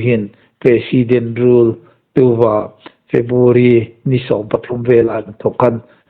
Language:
Hmar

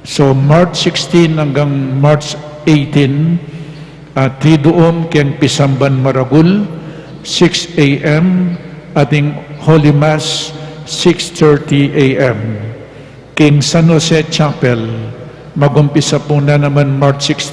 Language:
Pampanga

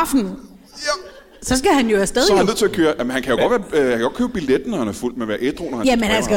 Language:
Danish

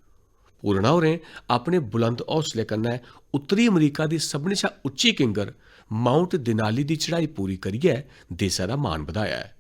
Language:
Dogri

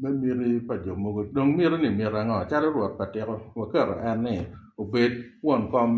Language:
Acoli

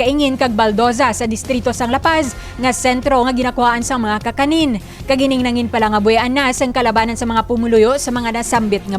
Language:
Hiligaynon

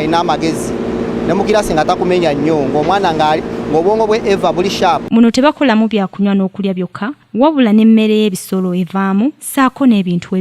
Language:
Ganda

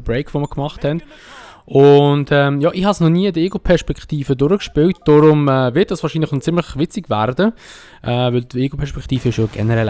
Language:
Swiss German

